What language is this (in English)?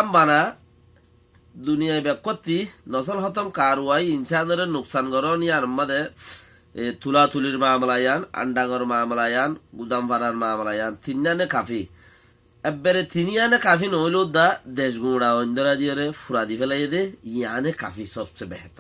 Rohingya